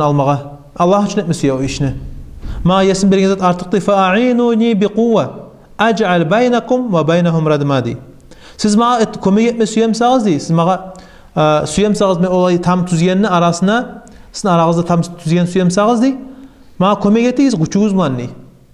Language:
Kumyk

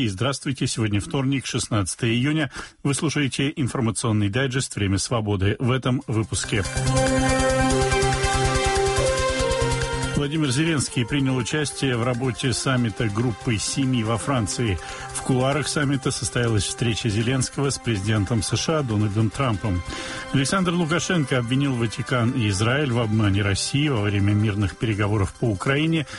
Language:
Russian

